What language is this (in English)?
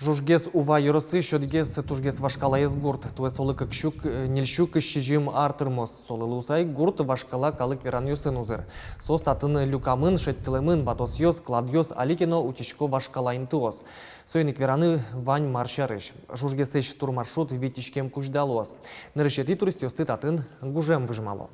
Udmurt